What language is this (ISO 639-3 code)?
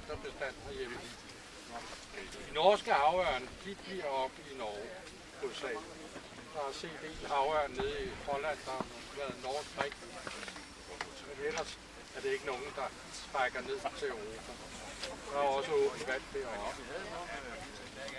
dan